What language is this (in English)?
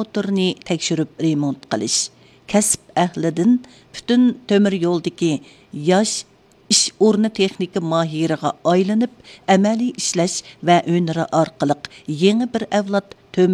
Uyghur